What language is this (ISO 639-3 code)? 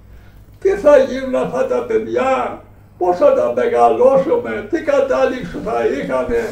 ell